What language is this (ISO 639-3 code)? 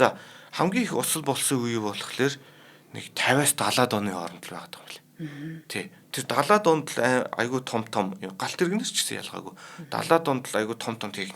mon